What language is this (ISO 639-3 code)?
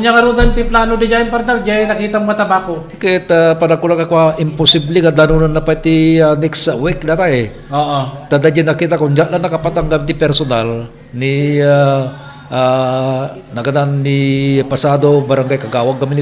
ilo